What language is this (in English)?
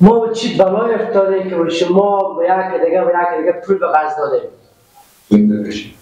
Persian